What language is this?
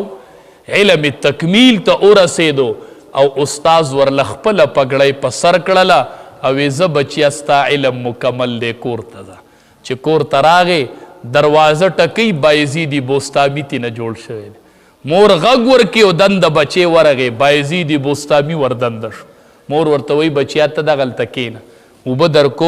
Pashto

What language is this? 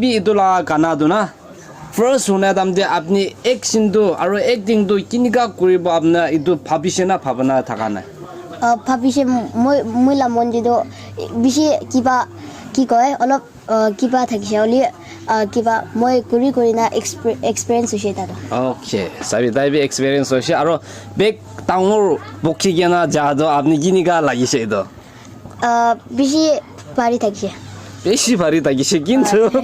Naga Pidgin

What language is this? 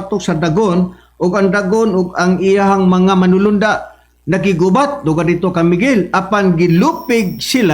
Cebuano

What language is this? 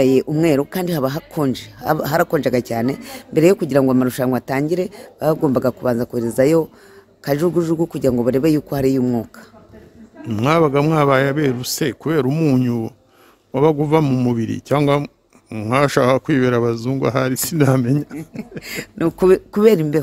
Kinyarwanda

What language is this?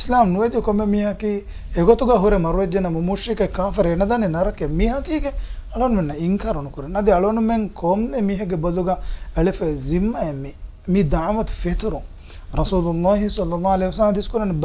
Divehi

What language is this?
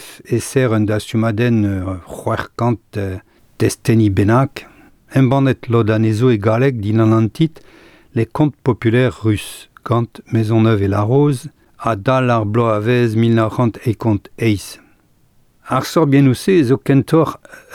Breton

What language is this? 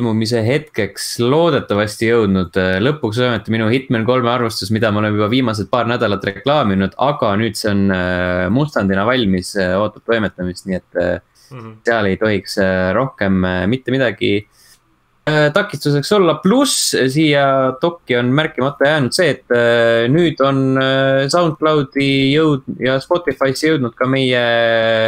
Estonian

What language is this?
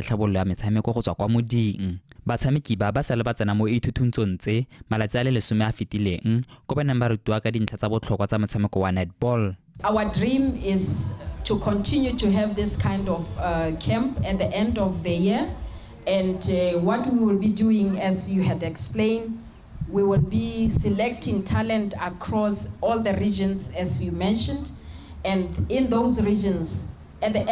Tswana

